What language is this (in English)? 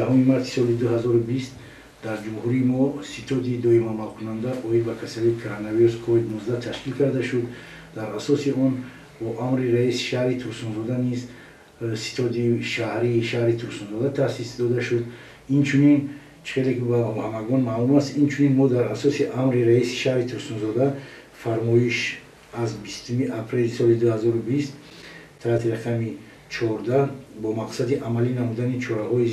Tajik